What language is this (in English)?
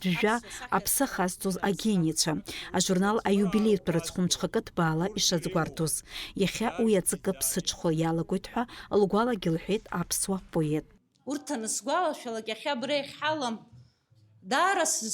Abkhazian